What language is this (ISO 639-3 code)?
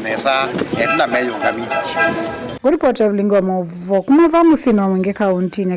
kam